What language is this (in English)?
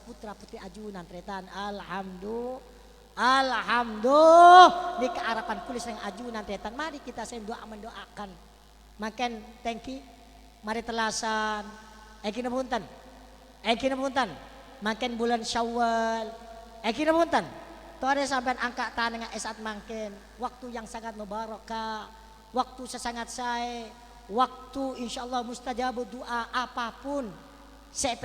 Madurese